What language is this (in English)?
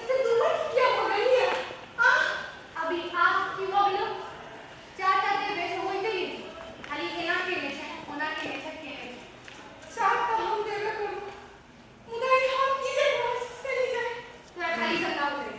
Maithili